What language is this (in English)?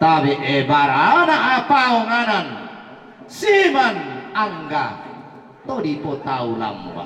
Toraja-Sa'dan